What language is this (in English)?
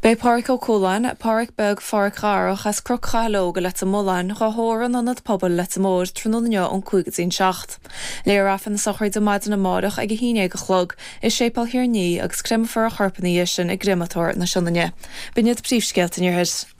Irish